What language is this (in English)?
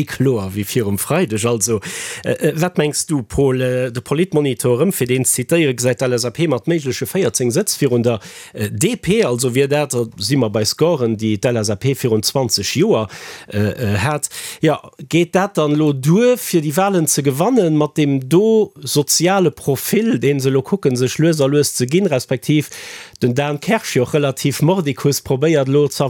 Luxembourgish